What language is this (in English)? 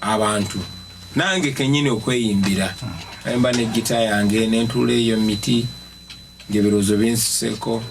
Ganda